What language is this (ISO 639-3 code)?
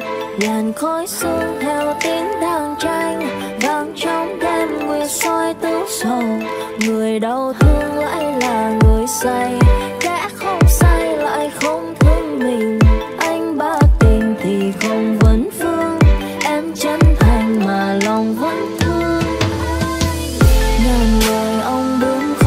vie